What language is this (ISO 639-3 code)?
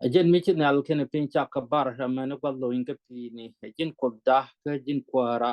nus